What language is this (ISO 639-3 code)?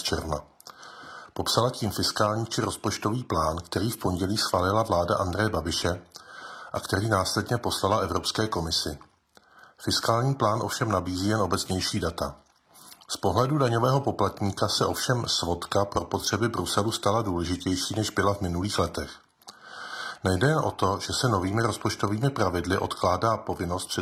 ces